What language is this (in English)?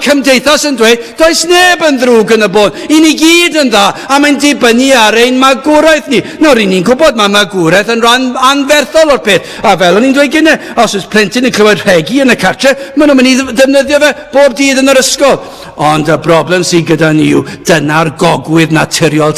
Welsh